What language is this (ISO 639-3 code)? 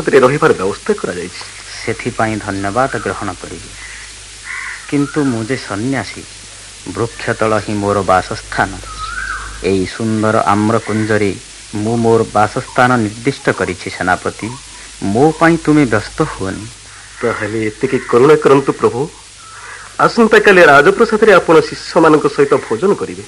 ori